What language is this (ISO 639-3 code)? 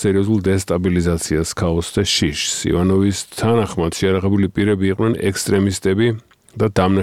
kat